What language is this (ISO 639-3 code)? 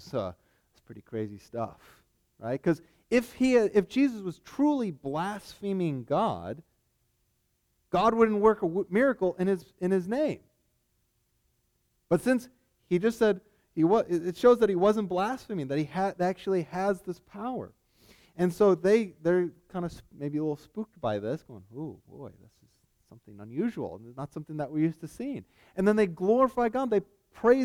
eng